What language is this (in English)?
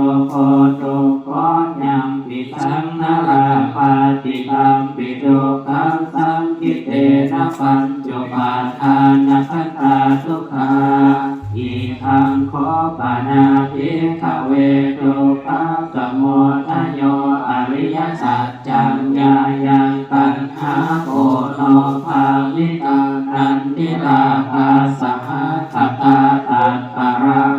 Pali